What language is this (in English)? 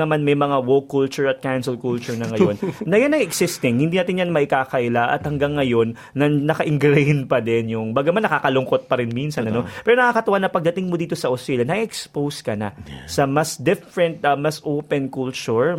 Filipino